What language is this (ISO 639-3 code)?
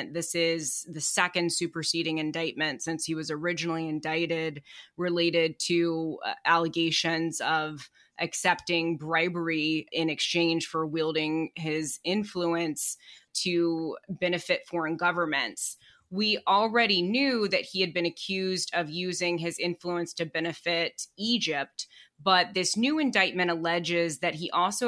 eng